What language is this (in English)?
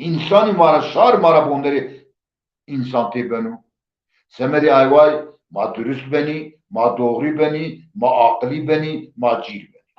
Zaza